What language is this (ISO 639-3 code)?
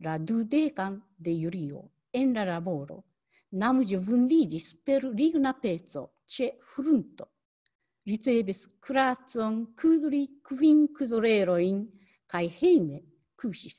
epo